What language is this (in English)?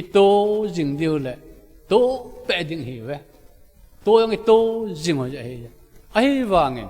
Thado Chin